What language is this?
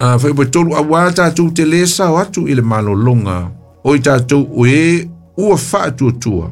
Samoan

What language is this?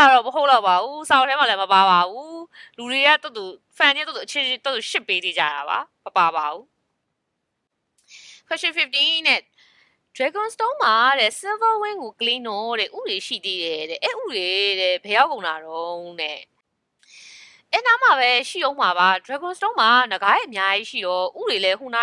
Burmese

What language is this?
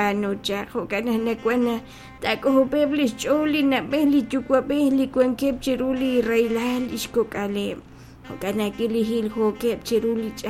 Kekchí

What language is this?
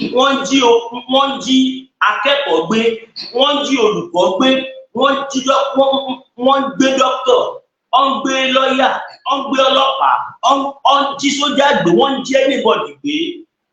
Yoruba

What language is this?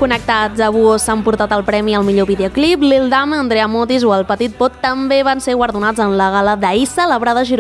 Catalan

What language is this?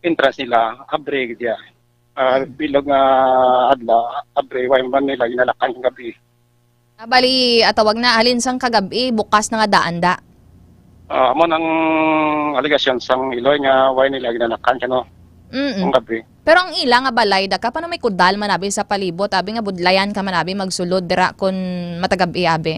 Hiligaynon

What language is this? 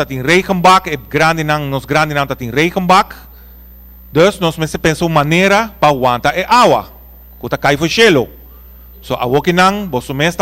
Papiamento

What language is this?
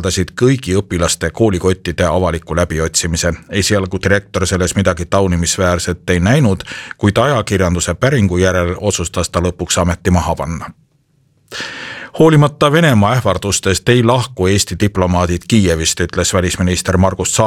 Estonian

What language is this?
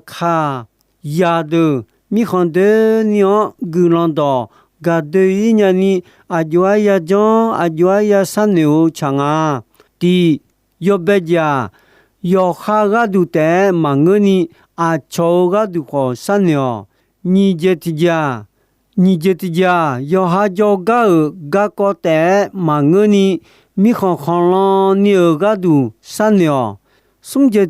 Akha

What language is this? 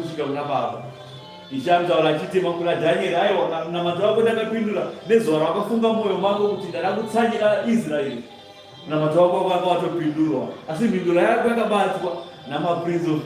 Shona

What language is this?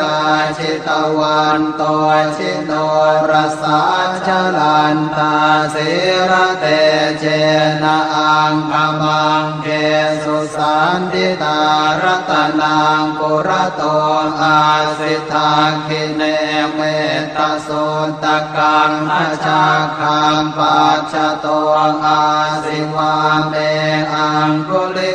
Pali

